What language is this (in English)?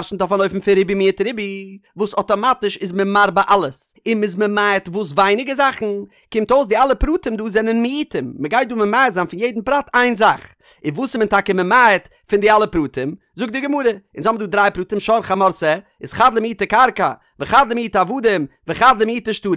Yiddish